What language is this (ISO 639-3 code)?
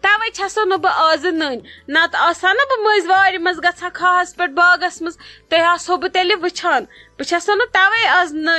kas